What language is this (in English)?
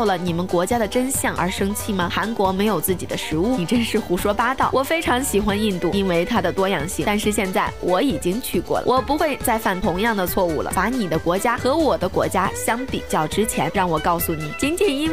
Chinese